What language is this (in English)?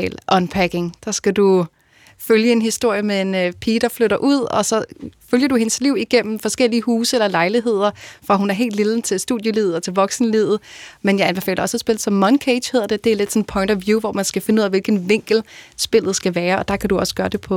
Danish